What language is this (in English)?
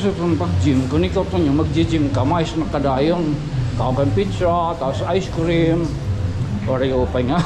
Waray